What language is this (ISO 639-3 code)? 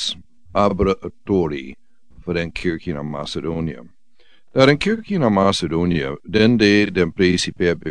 srn